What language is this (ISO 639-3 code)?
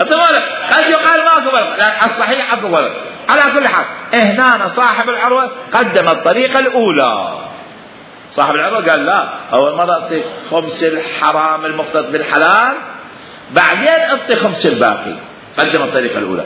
acm